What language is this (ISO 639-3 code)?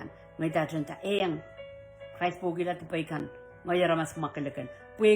pon